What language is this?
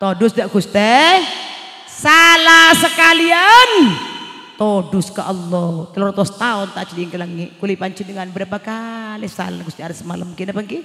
Madurese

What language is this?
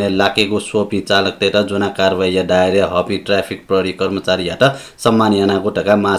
Newari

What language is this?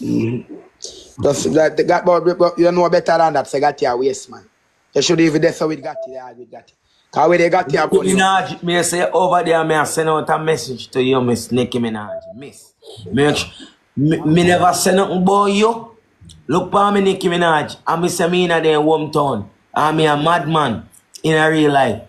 Jamaican Creole English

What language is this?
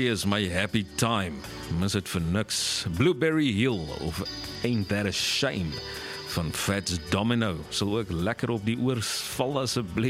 Afrikaans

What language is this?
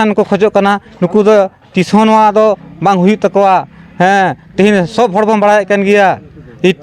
Santali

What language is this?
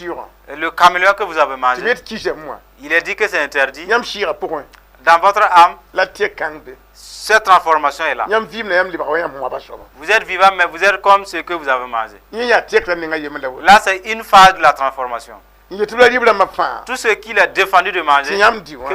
Mossi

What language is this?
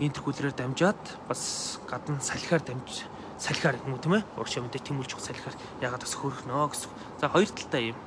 Mongolian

